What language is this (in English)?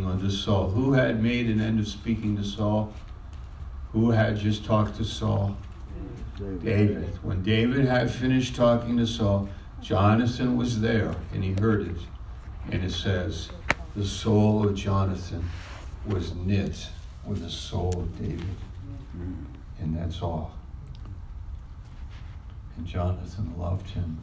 English